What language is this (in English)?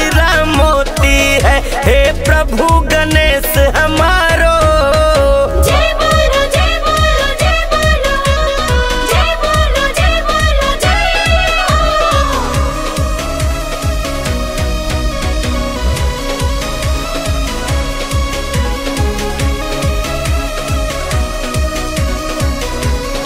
Bhojpuri